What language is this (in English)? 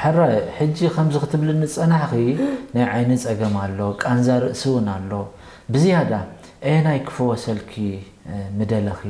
Tigrinya